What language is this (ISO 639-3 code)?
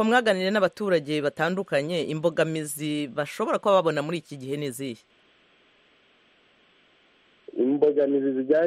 kin